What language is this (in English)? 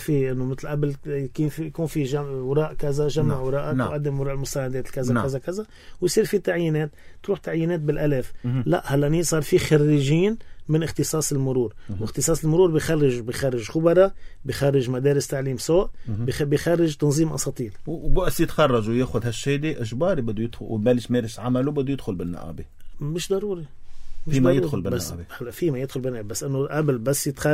North Levantine Arabic